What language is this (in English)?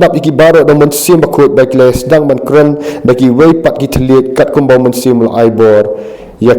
Khasi